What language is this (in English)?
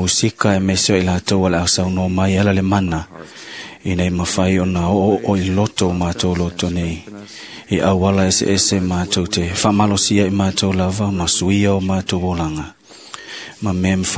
Samoan